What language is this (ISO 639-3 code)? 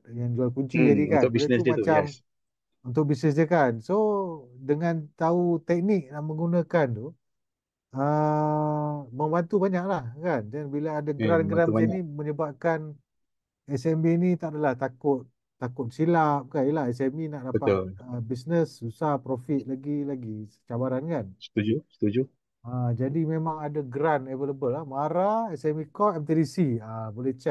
msa